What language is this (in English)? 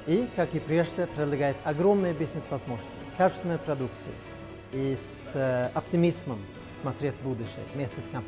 Russian